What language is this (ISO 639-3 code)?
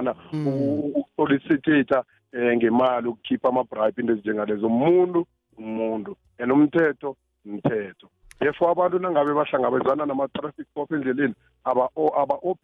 nbl